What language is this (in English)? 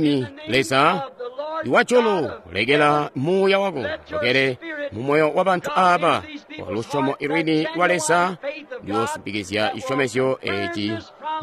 Tonga (Zambia)